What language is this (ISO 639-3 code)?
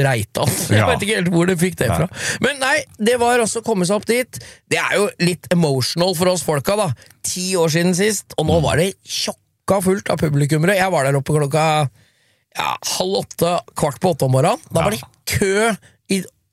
nor